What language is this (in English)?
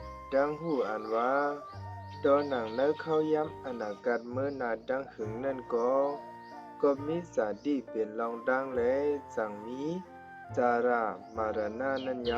Shan